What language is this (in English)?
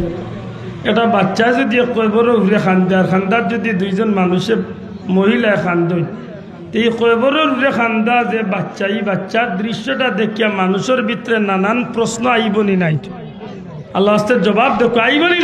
Sylheti